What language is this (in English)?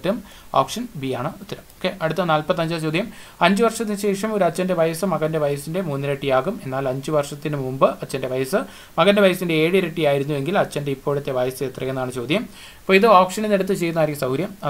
Malayalam